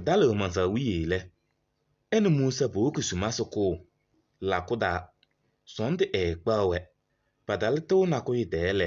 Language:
Kabiyè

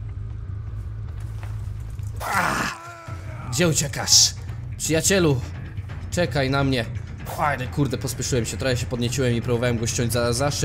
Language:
Polish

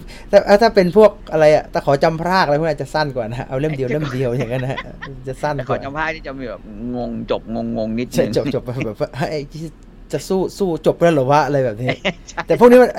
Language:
Thai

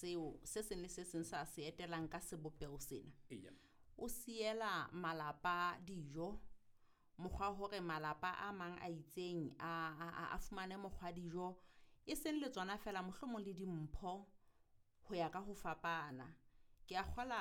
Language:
Southern Sotho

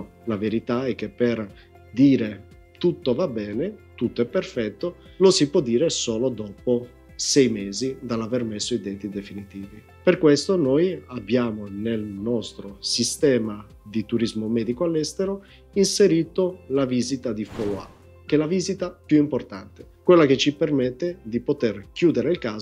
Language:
Italian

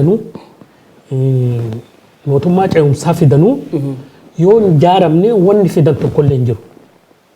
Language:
Oromo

